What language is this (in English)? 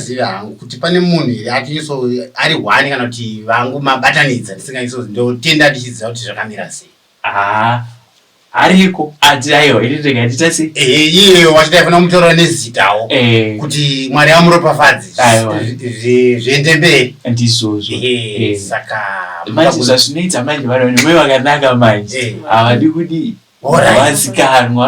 Shona